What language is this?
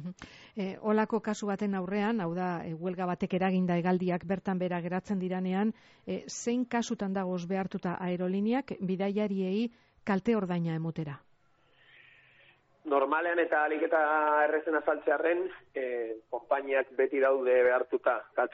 Basque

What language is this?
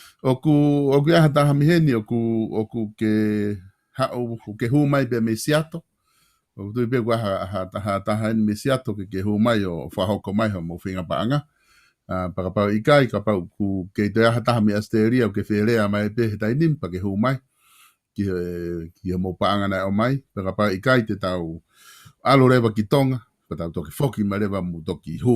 Tongan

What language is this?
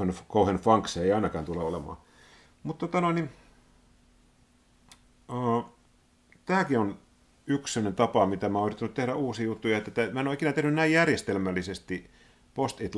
Finnish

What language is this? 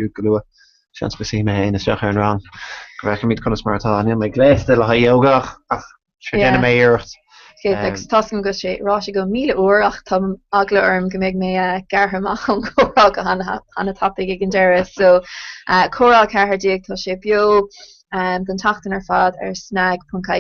Irish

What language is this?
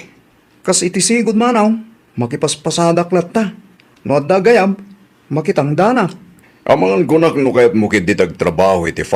Iloko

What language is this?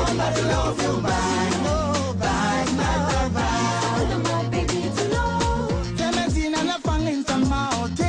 Pular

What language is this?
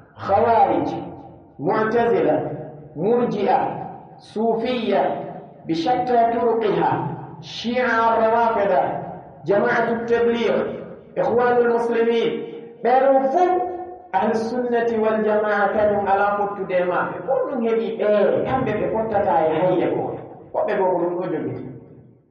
Pular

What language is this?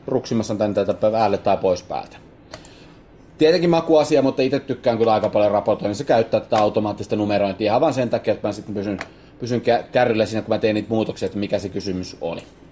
Finnish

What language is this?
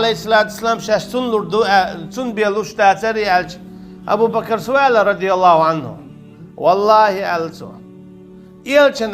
Chechen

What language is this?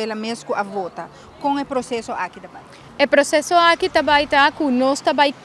Papiamento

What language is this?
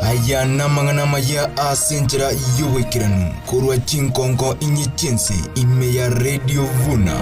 Gusii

